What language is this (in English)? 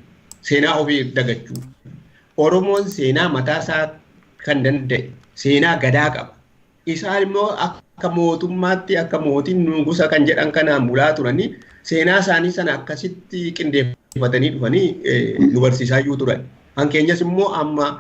Oromo